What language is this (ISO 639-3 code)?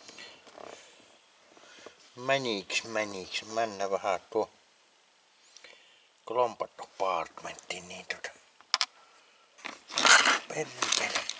fin